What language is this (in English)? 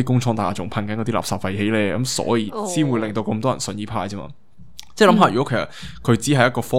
Cantonese